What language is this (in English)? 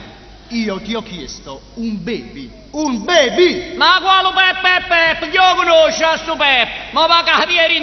Neapolitan